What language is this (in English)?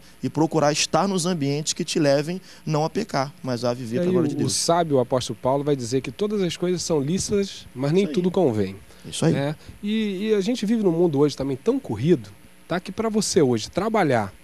Portuguese